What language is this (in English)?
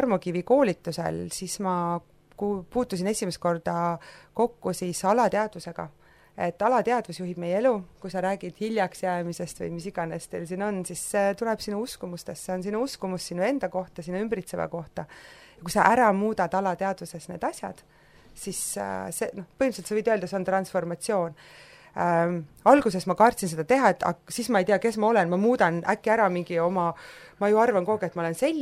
Estonian